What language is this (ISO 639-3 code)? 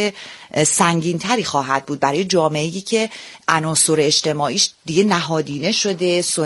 fas